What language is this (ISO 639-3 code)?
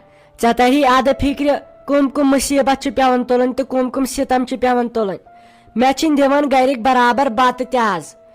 kas